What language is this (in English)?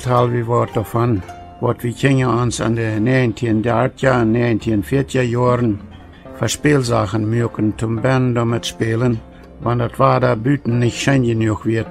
Plautdietsch